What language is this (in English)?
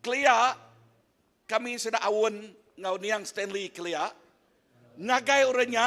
Iban